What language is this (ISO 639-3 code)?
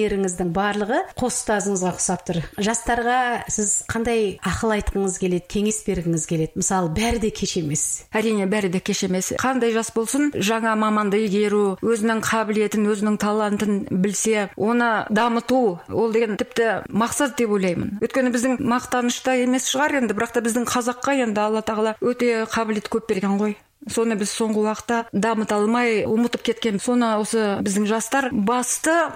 kaz